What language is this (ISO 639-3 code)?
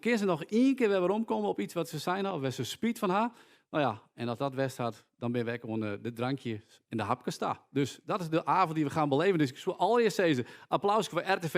fry